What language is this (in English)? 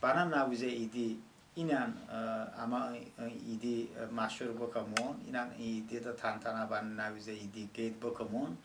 Talysh